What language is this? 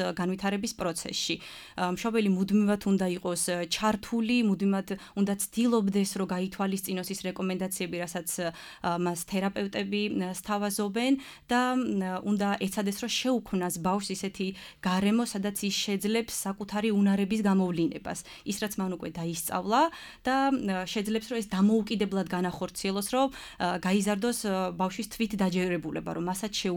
Georgian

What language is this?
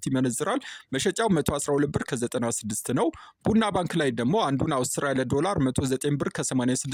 Amharic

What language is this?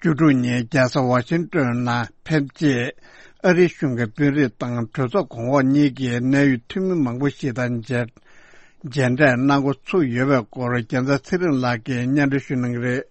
Tibetan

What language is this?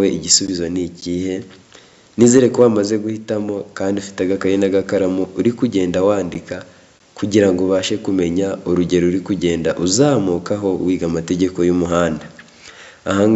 Kinyarwanda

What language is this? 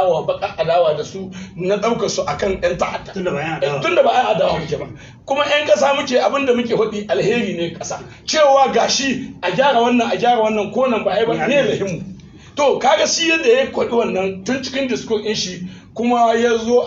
Hausa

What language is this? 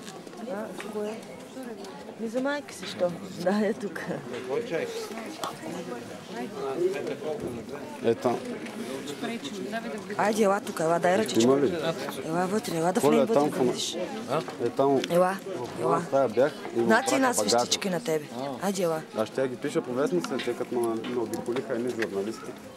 Bulgarian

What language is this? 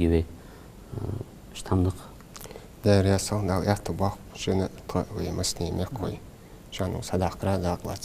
Ingush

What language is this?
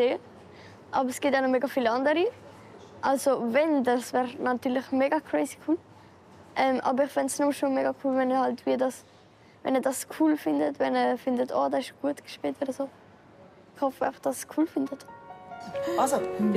Swiss German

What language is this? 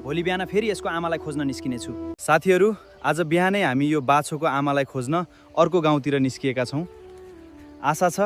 Nepali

